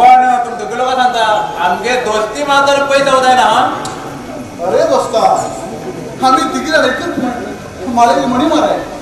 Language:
Konkani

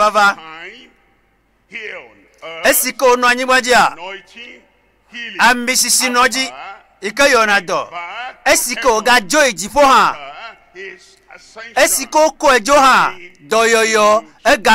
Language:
Ewe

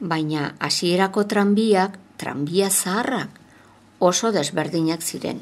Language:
Basque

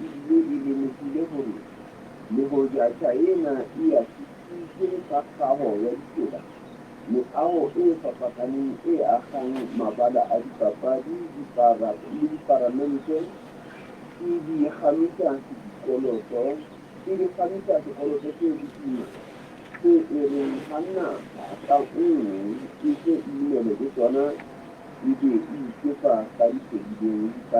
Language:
Southern Sotho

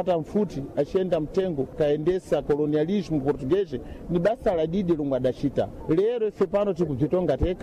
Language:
Sena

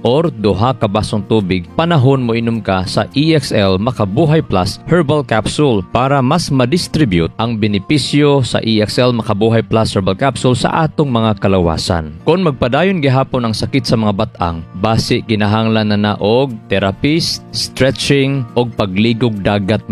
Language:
Cebuano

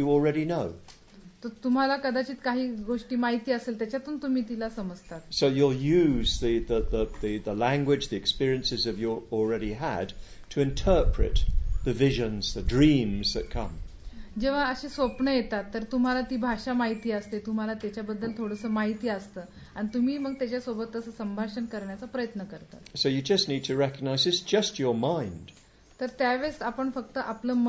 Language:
Marathi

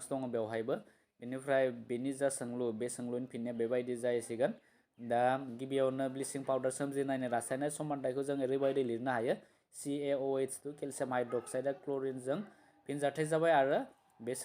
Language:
Bodo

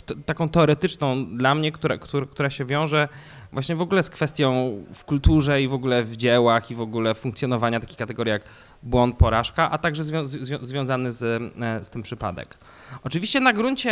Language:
Polish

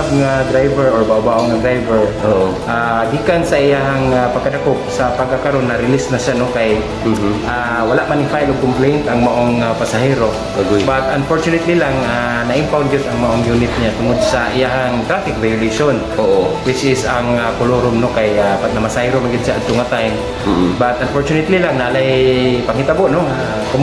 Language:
Cebuano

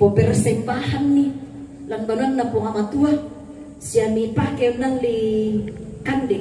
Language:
Toraja-Sa'dan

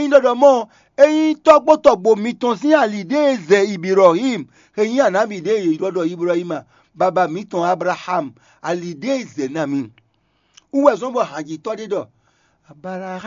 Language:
Fon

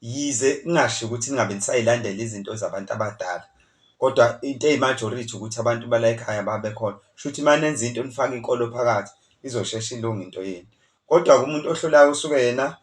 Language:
Zulu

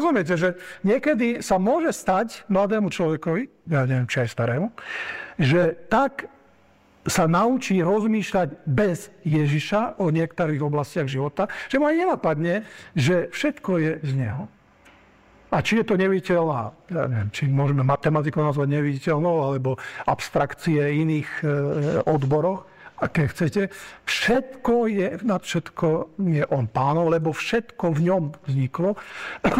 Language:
Slovak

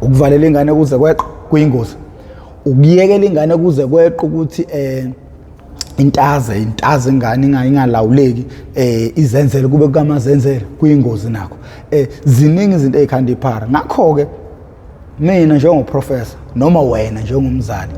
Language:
Zulu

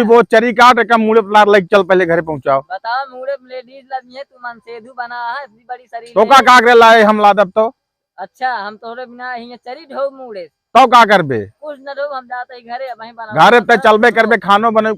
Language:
Awadhi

